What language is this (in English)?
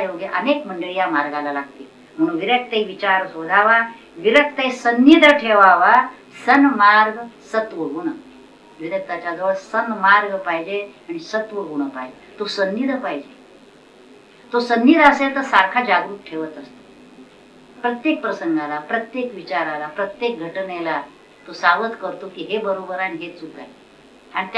Marathi